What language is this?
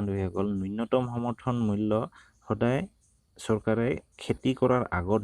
Assamese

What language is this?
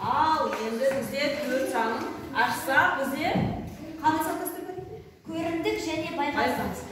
Kazakh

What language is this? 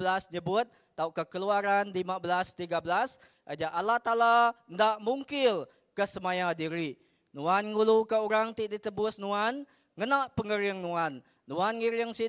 Iban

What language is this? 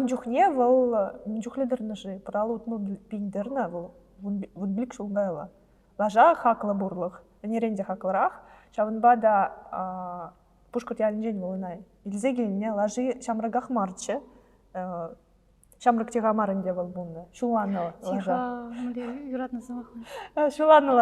Chuvash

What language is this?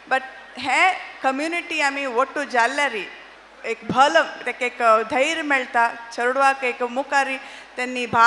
Konkani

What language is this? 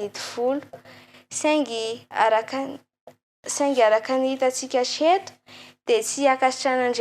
Malagasy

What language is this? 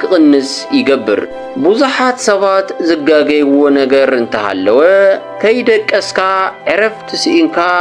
Tigrinya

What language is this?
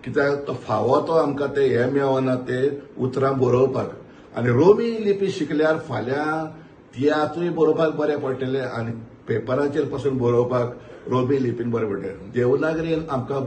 Konkani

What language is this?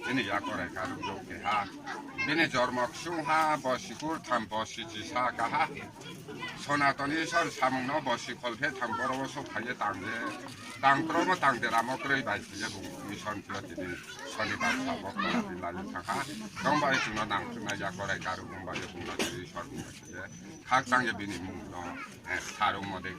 Riang (India)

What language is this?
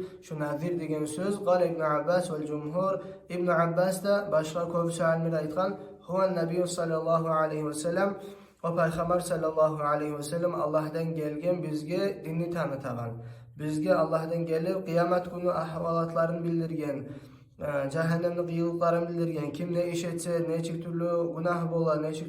Kumyk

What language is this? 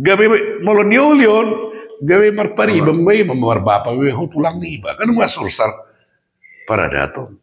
Batak Toba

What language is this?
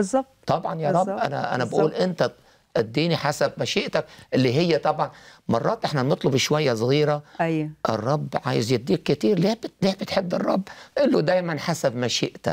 Egyptian Arabic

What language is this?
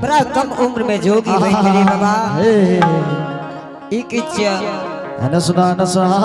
Angika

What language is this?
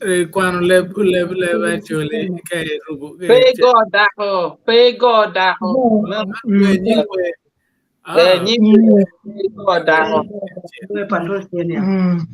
Acoli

